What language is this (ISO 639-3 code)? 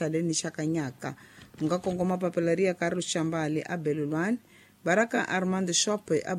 tso